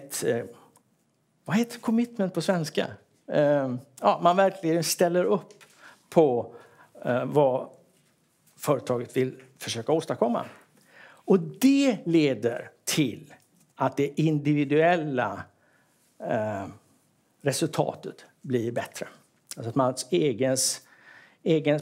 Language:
Swedish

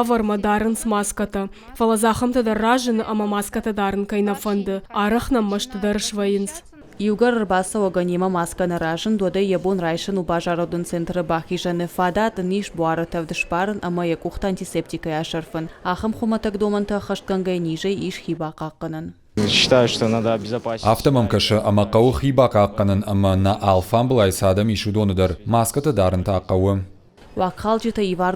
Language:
Ossetic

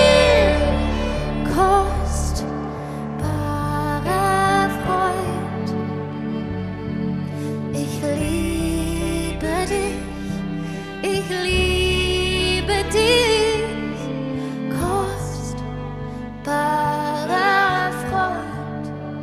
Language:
German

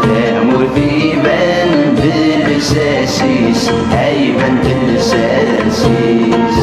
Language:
Kabyle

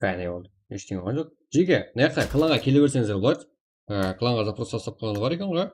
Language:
Kara-Kalpak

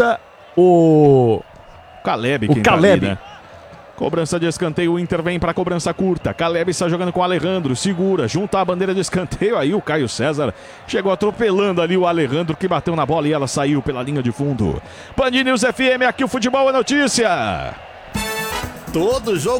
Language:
Portuguese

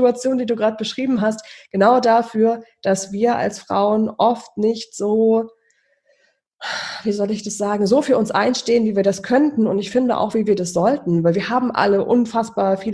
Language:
German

